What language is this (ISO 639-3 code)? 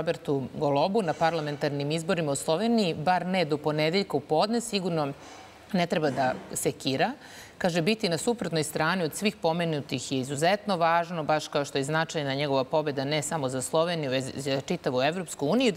srp